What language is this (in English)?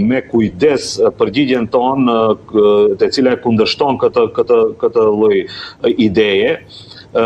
Albanian